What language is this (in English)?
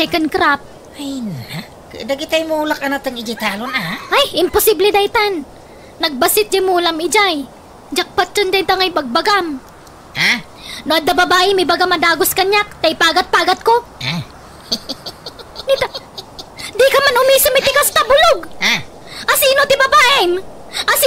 Iloko